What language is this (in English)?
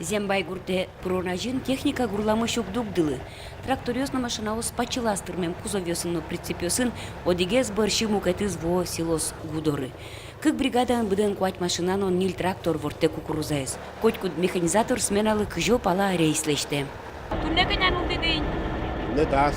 Udmurt